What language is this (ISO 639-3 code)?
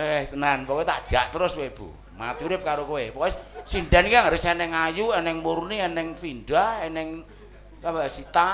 jav